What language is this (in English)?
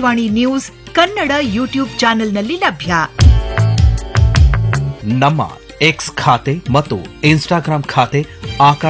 Kannada